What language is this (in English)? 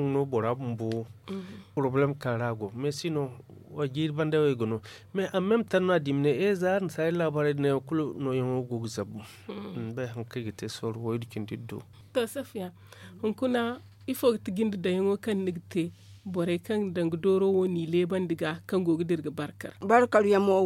Zarma